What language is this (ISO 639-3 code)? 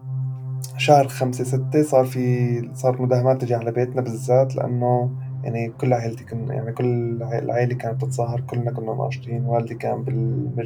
apc